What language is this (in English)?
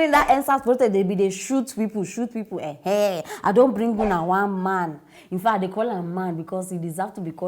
Nigerian Pidgin